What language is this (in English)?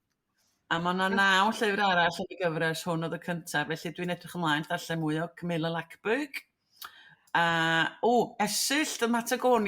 Welsh